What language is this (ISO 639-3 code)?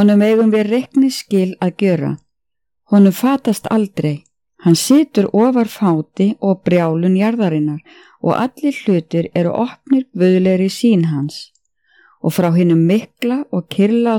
isl